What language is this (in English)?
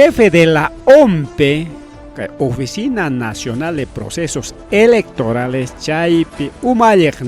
Ayacucho Quechua